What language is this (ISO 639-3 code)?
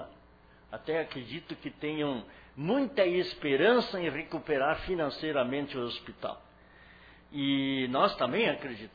por